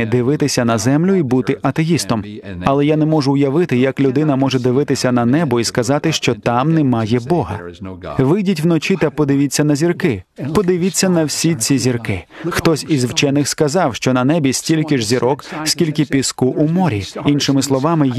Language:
Ukrainian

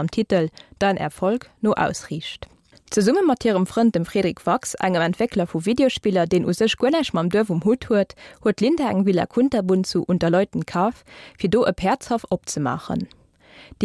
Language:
Luxembourgish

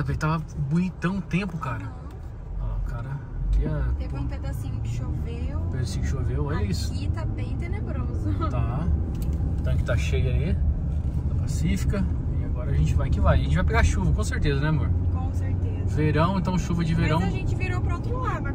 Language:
Portuguese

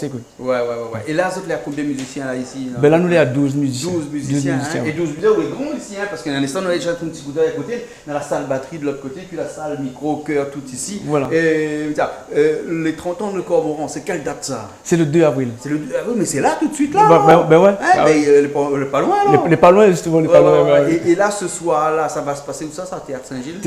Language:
Réunion Creole French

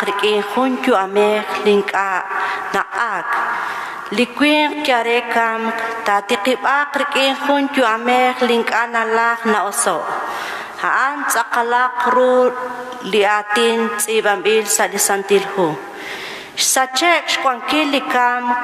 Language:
Kekchí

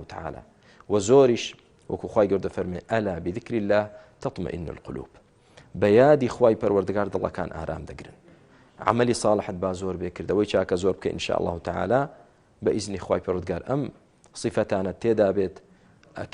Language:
Central Kurdish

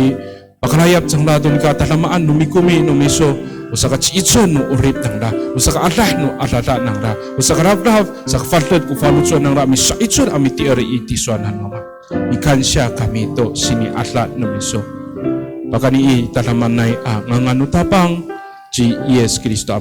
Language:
Amis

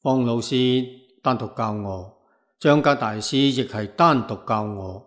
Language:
Cantonese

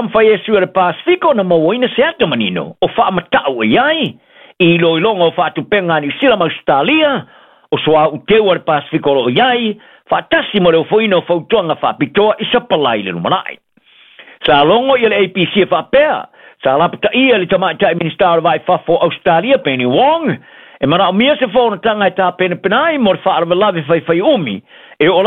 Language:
Samoan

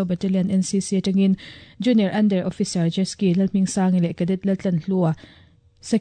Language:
Mizo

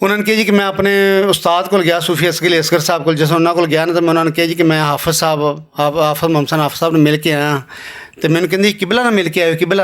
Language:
Western Panjabi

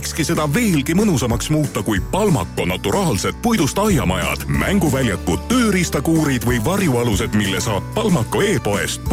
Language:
Estonian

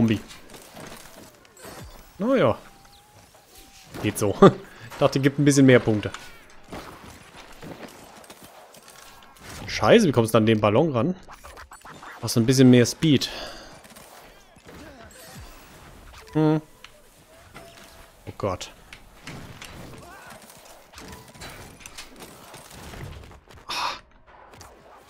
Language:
German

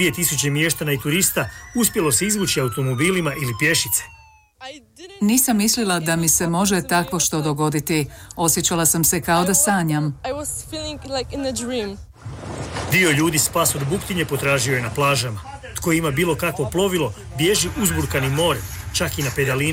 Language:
Croatian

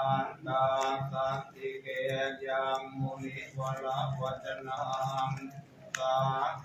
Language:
Pali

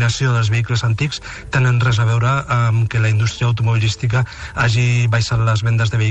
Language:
Catalan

